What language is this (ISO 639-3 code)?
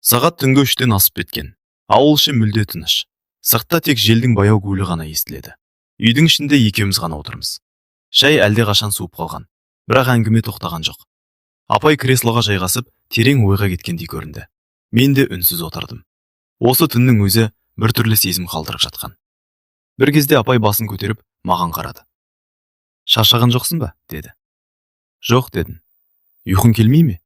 kaz